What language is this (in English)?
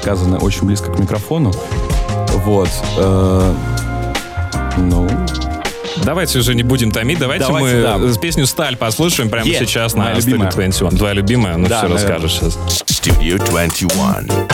Russian